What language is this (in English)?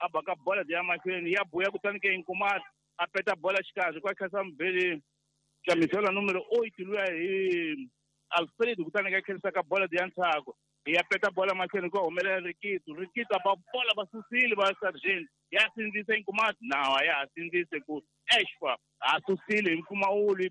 Tsonga